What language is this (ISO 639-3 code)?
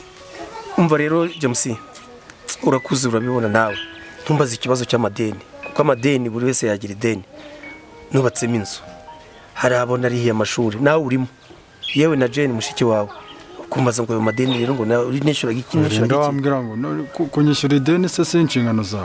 kin